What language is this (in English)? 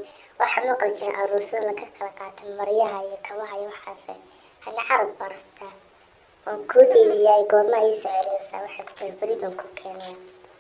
Somali